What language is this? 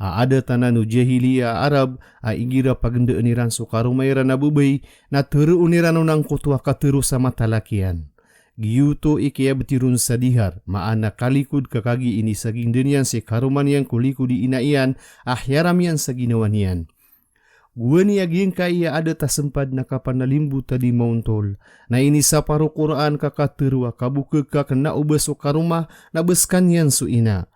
Maranao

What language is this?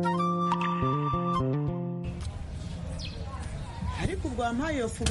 Kinyarwanda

